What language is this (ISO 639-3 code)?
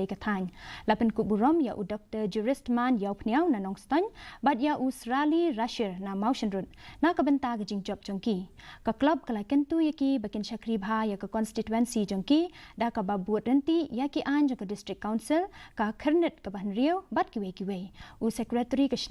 kha